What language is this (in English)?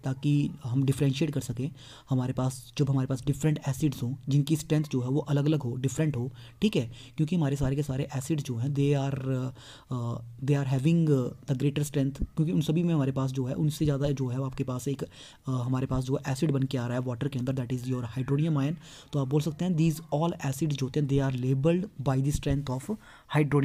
Hindi